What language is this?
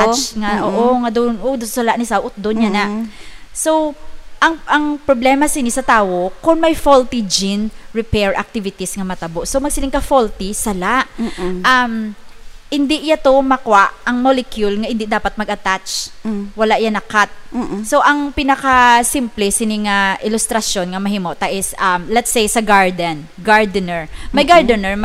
Hiligaynon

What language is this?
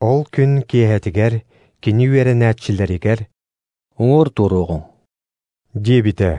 Yakut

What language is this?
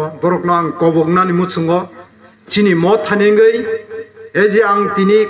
Kok Borok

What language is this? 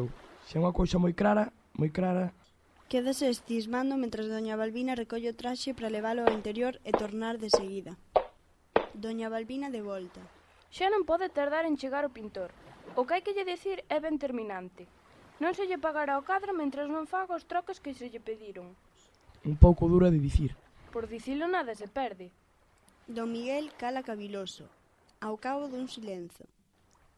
Galician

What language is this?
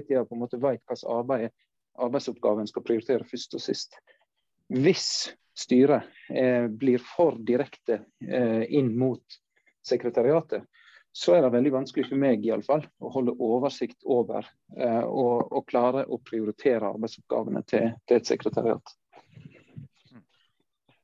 Norwegian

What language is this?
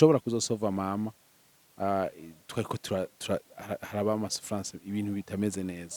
Rundi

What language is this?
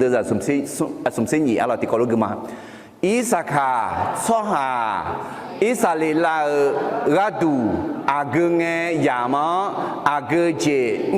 Akha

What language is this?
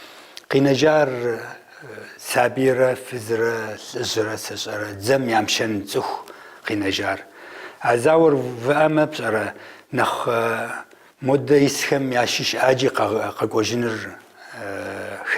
Kabardian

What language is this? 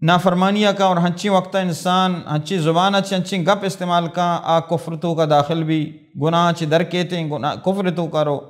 Baluchi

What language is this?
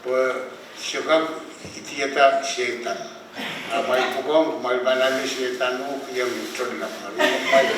Pohnpeian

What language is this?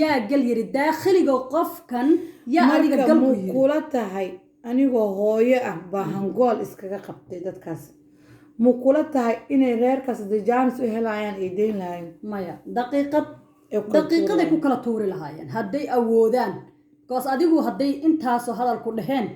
Somali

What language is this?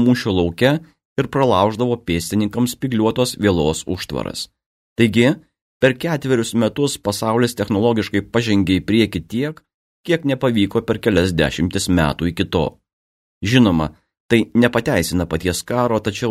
Lithuanian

